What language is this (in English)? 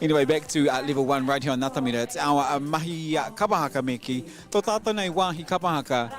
Māori